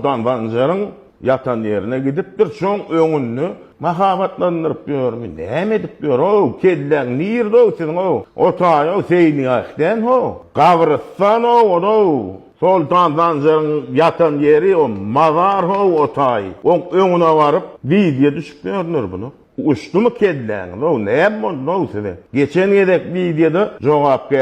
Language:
Turkmen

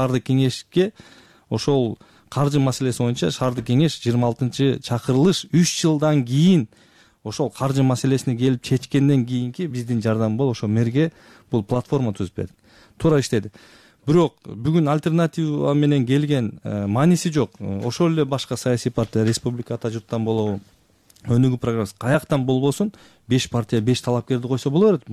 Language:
Kyrgyz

